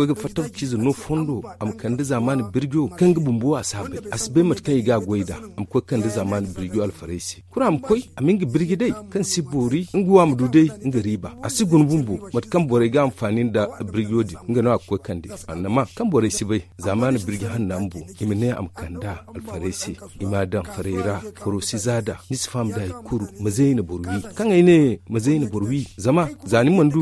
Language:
Zarma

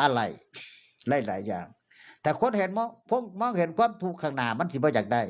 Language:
Northeastern Thai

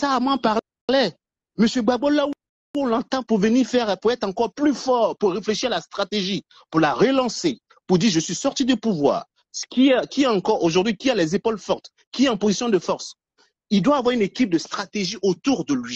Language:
French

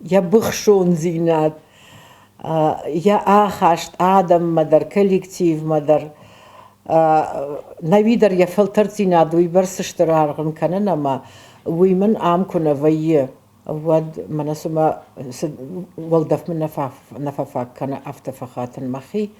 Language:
Ossetic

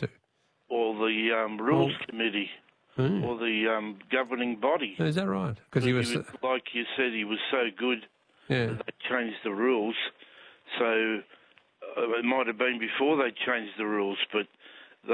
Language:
English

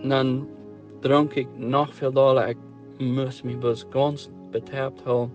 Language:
Plautdietsch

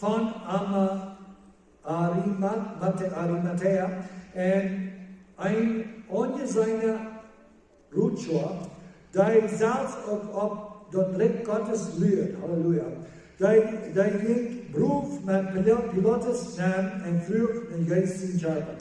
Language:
Plautdietsch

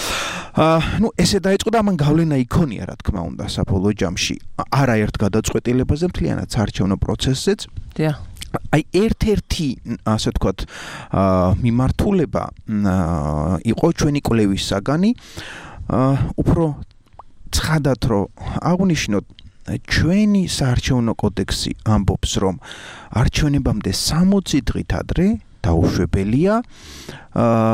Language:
Georgian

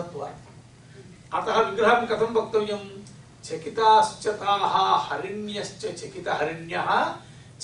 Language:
Sanskrit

